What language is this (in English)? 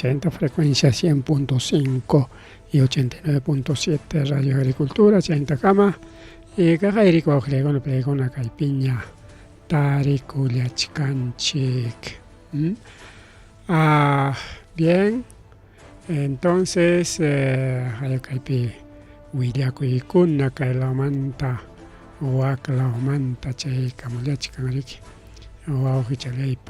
Ayacucho Quechua